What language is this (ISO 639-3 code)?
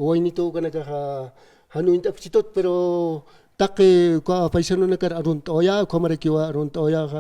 aym